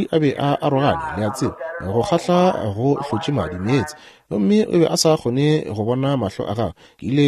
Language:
Northern Sotho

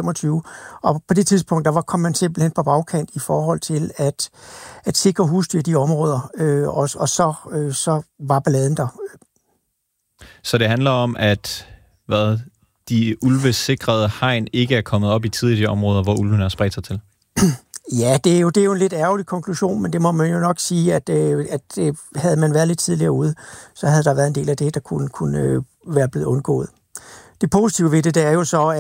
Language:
Danish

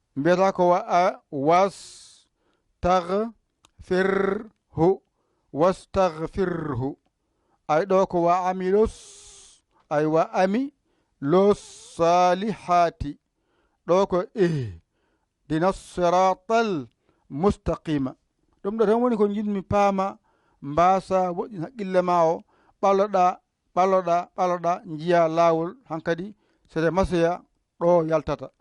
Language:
Fula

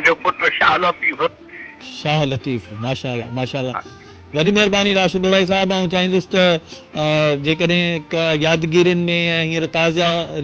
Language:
Sindhi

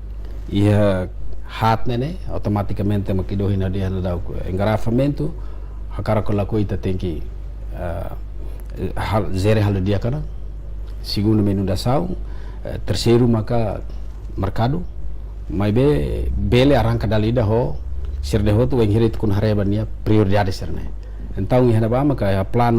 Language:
Tetum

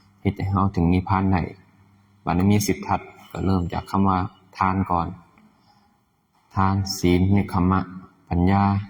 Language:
Lao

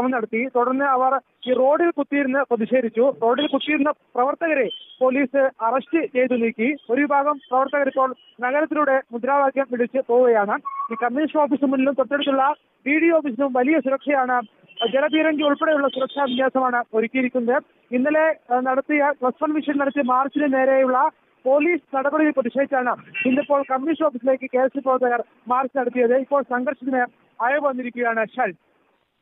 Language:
Malayalam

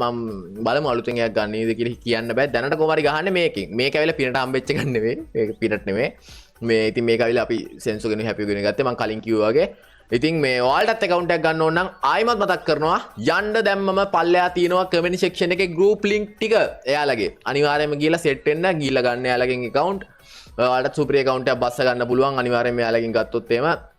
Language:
Sinhala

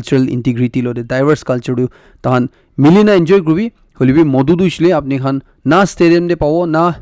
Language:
Naga Pidgin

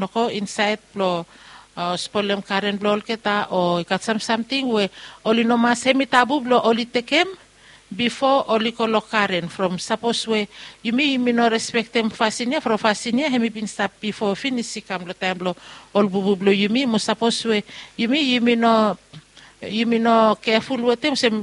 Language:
Bislama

